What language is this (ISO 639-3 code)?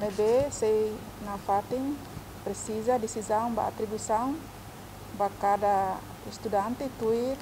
tet